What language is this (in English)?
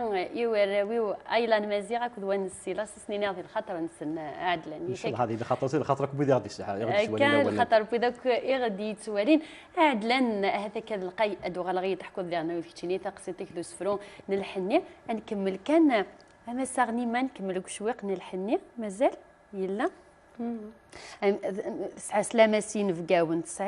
Kabyle